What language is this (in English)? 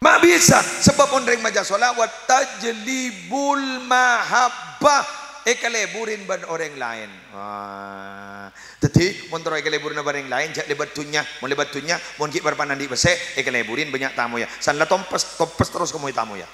Madurese